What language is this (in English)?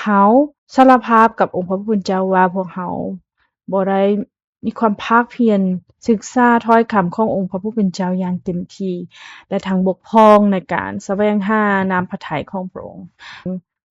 Lao